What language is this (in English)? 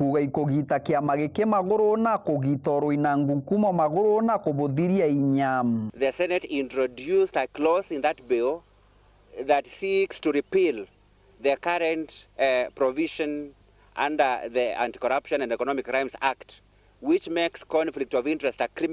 Meru